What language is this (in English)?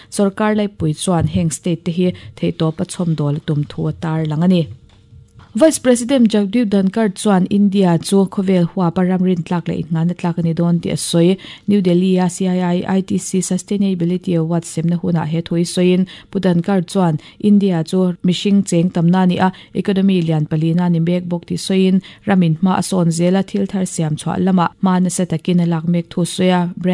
Mizo